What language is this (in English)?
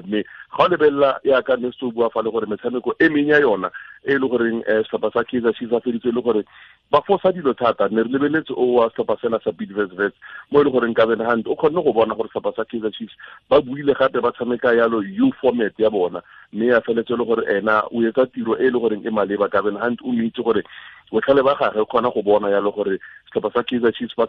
Tswana